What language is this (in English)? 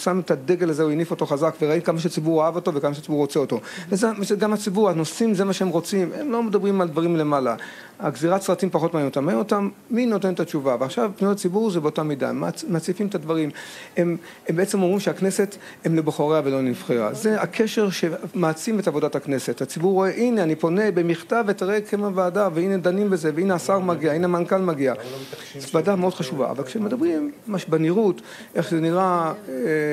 Hebrew